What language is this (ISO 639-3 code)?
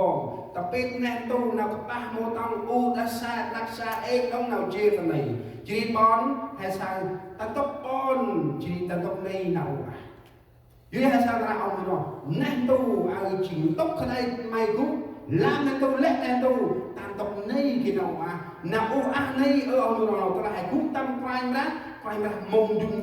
cmo